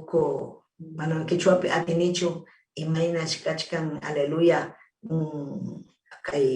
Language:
Ayacucho Quechua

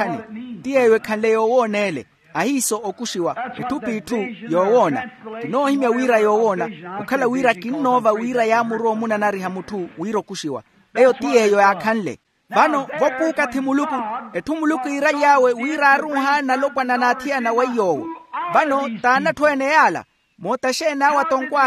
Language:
Makhuwa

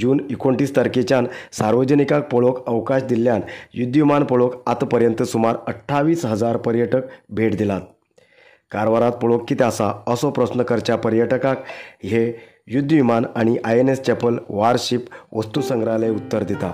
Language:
Konkani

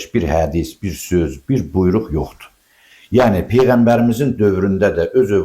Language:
Azerbaijani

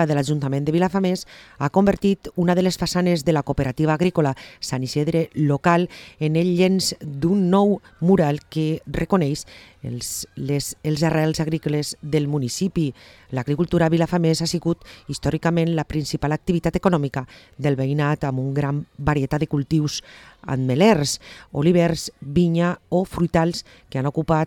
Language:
Catalan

